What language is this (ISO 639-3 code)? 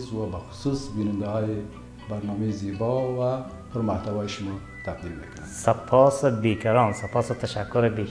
fas